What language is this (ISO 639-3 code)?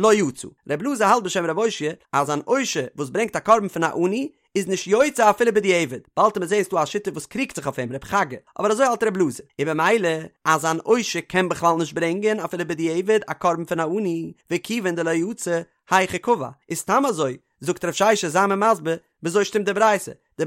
yid